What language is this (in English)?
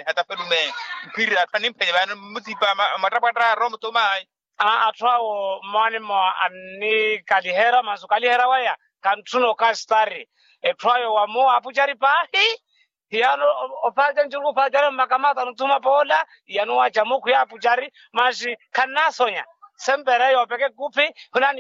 Makhuwa